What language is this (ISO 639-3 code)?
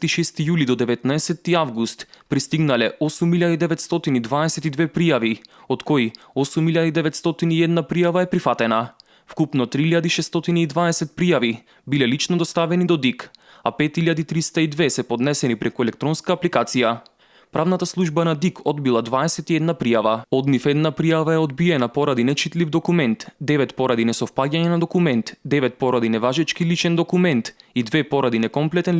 mkd